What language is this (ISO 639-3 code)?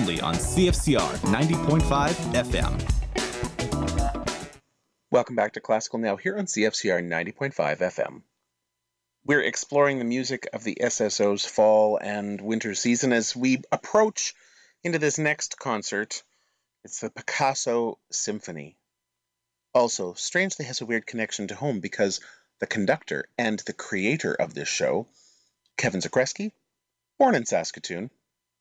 eng